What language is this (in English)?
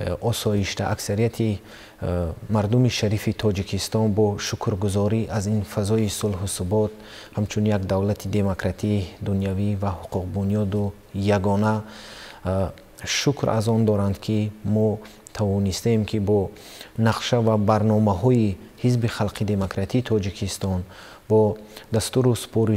Tajik